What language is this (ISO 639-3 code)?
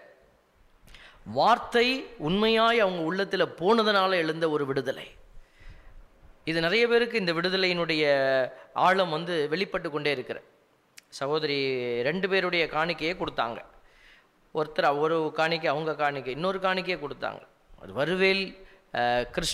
tam